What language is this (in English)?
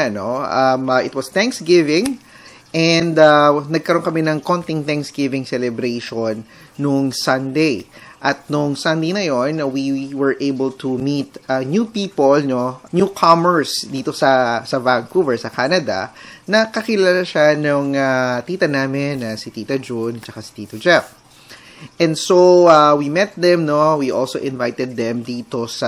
Filipino